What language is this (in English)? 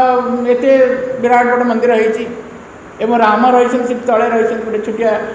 Odia